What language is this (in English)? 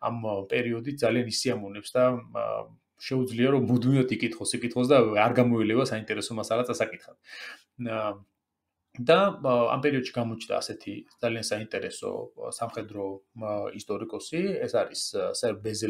Georgian